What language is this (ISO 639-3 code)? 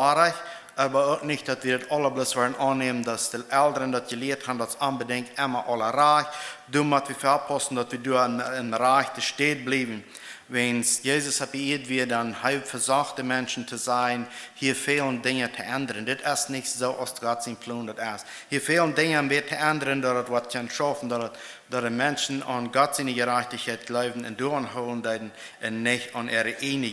pdt